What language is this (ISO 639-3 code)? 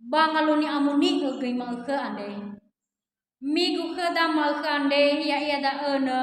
nia